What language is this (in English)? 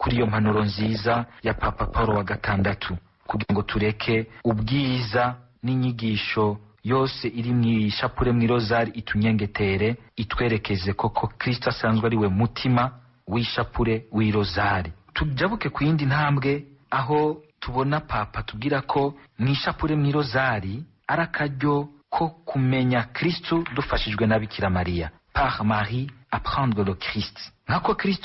Rundi